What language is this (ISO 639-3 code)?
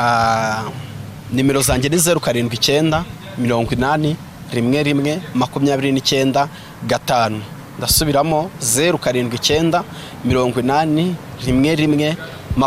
kin